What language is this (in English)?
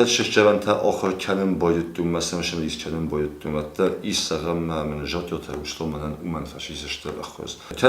Ossetic